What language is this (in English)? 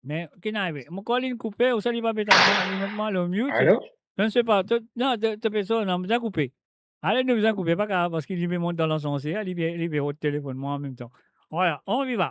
Morisyen